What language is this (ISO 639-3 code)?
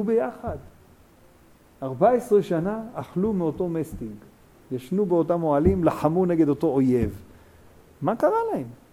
heb